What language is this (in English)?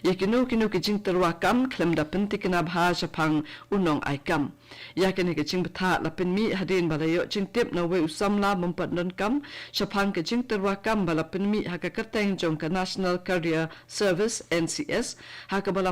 Khasi